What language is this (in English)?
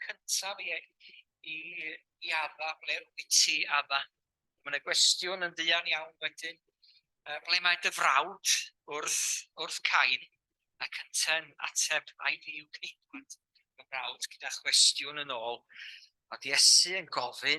Welsh